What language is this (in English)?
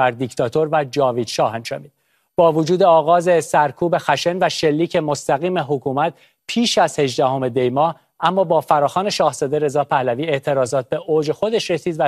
Persian